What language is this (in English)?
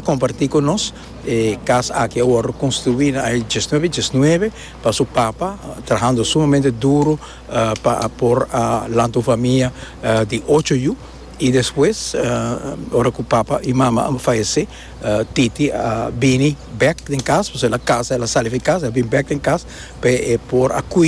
Papiamento